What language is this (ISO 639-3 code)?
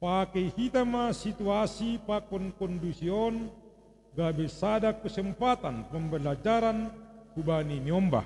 bts